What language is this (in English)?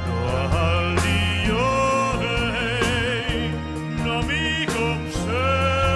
Limburgish